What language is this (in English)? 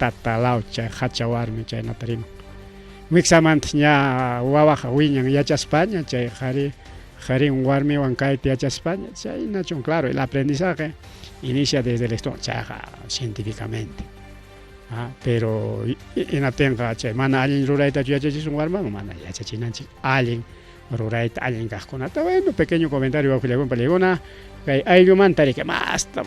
Ayacucho Quechua